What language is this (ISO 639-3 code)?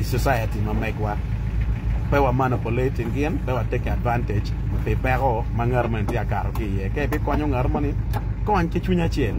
ach